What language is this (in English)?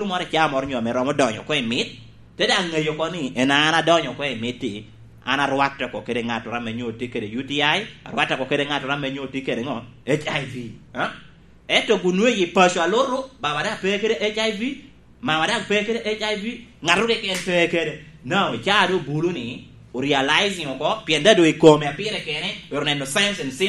Lango (Uganda)